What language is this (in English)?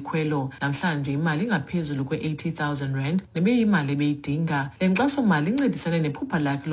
Xhosa